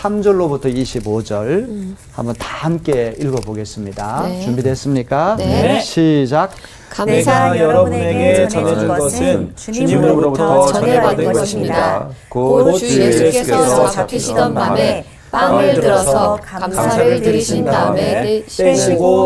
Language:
Korean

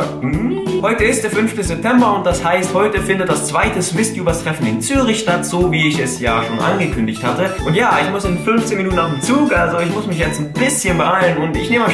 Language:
Swiss German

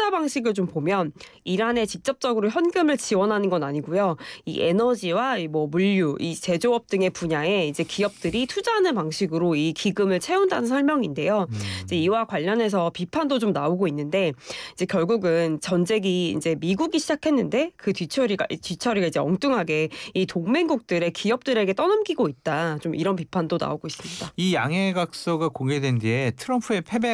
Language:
Korean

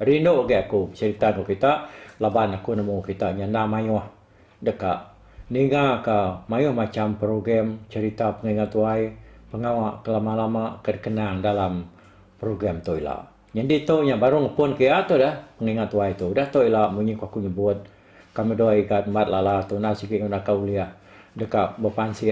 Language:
Iban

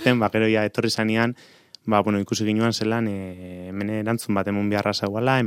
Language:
Basque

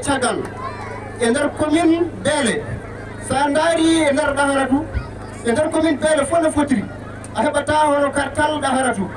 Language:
Fula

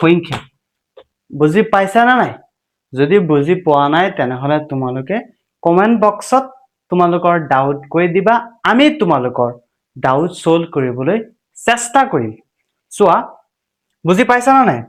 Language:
Assamese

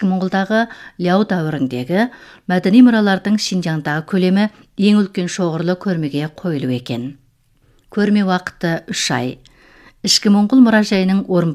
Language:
Kazakh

